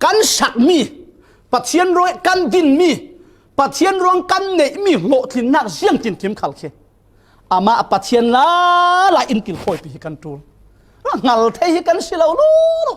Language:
Falam Chin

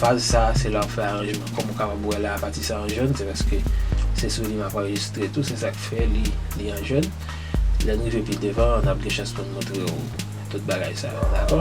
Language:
Haitian Creole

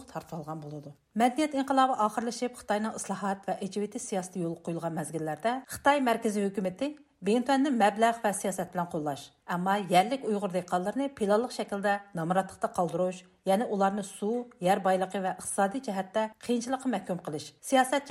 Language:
Uyghur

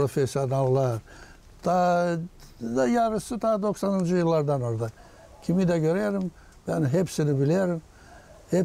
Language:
Gagauz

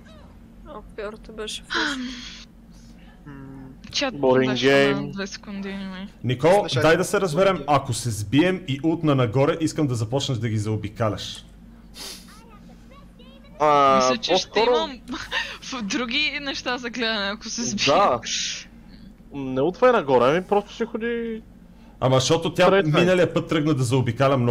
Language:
Bulgarian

